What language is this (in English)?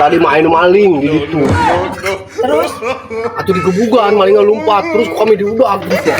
Sundanese